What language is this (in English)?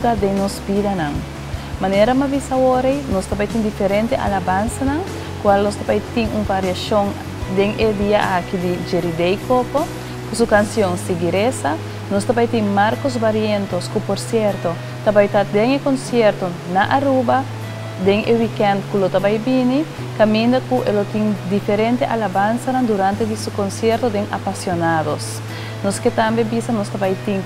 Papiamento